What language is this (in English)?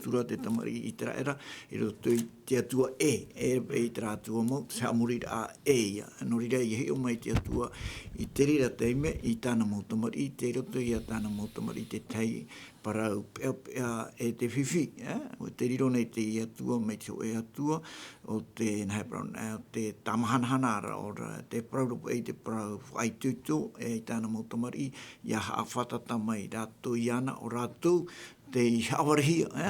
Tahitian